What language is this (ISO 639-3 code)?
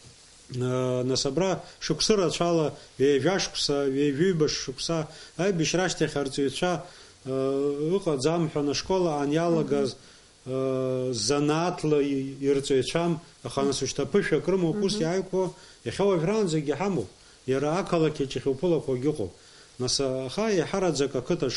abk